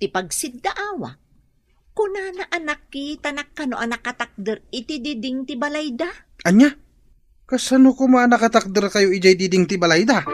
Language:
Iloko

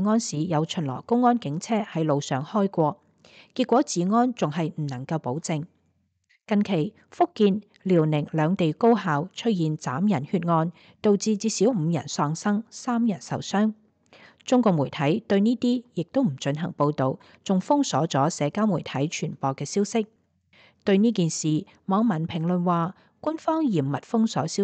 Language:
Cantonese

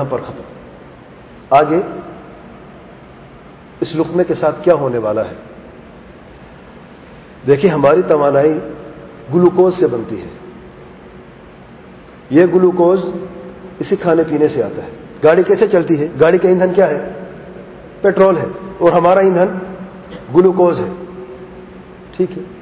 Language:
Urdu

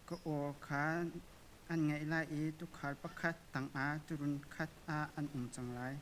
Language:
Hakha Chin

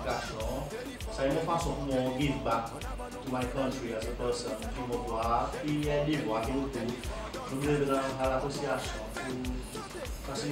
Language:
Seselwa Creole French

